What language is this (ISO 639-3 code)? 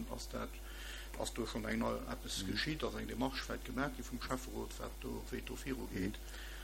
ltz